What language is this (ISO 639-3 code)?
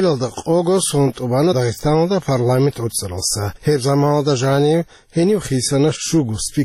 ava